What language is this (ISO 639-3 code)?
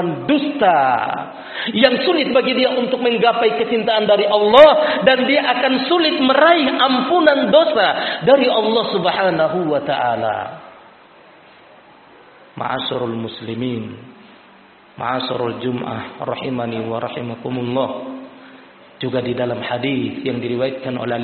ind